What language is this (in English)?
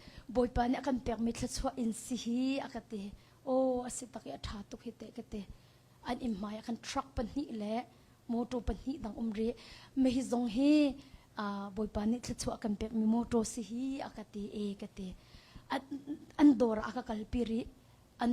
Hakha Chin